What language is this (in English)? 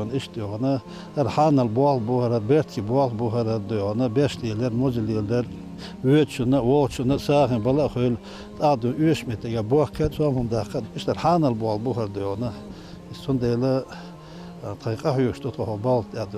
Chechen